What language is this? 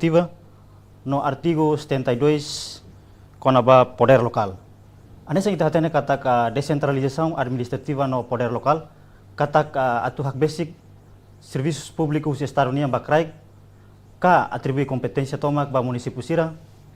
Tetum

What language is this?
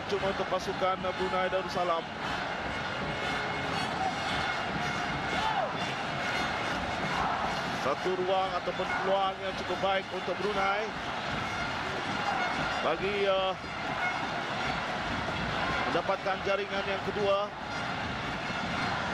Malay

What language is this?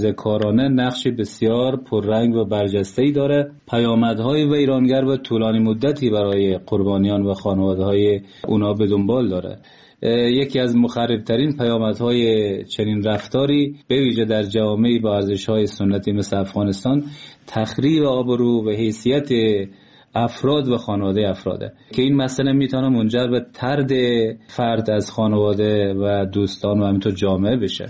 Persian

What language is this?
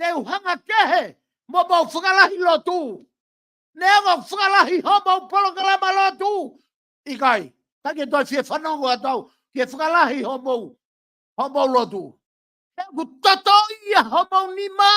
Tongan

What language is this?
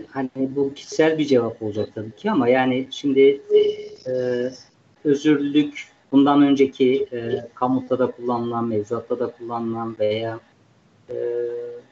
Turkish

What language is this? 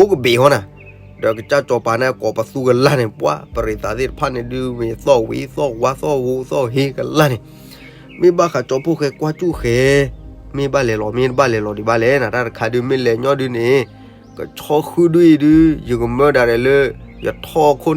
S'gaw Karen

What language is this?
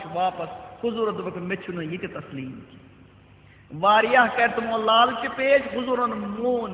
Kashmiri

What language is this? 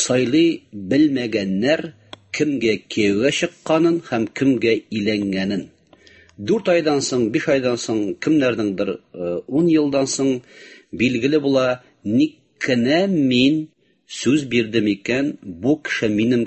Tatar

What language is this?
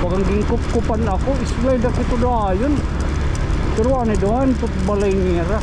Waray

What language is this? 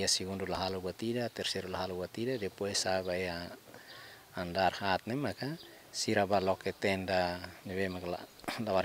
Tetum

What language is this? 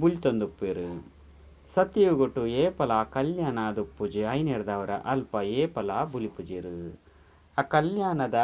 Tulu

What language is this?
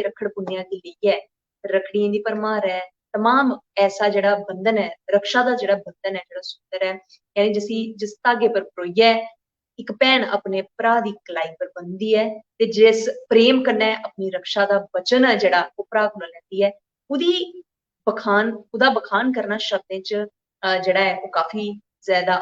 Dogri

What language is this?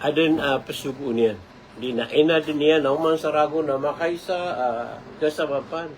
Maranao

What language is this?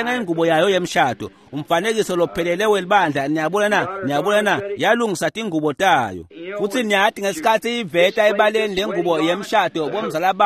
Swati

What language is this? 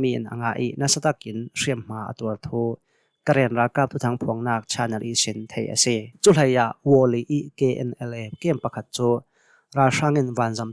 Hakha Chin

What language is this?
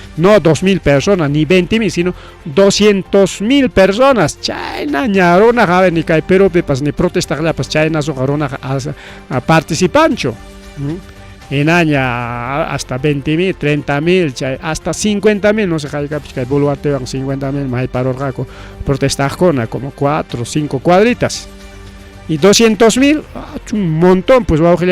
Ayacucho Quechua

